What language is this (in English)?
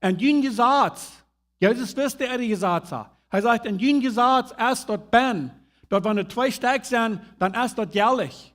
Plautdietsch